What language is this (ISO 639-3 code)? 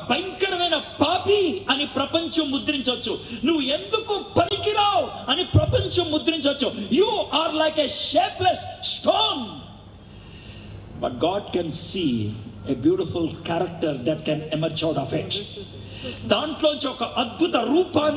tel